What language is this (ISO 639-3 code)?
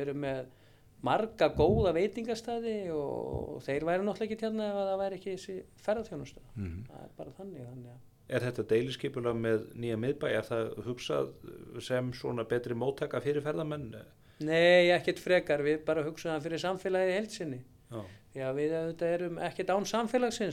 isl